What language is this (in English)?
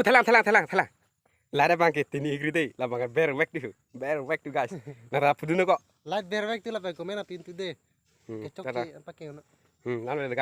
Karbi